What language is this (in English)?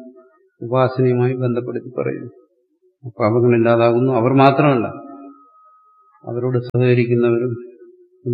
Malayalam